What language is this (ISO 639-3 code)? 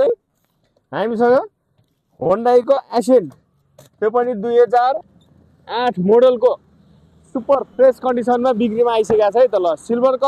nep